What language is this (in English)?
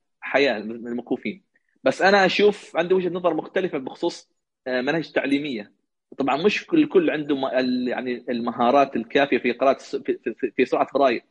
Najdi Arabic